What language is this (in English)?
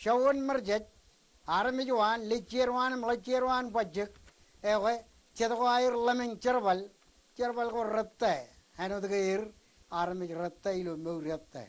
Marshallese